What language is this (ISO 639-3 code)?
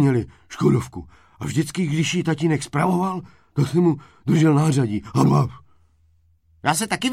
ces